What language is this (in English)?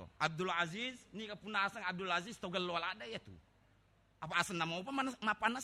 Buginese